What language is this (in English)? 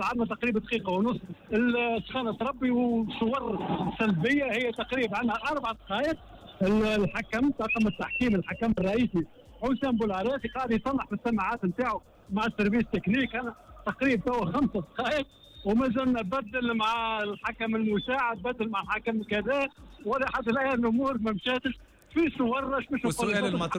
Tunisian Arabic